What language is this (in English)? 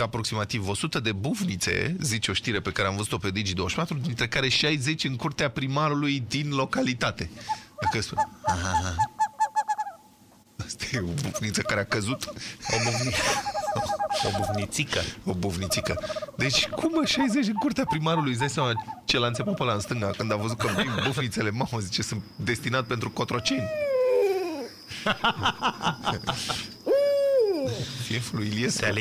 Romanian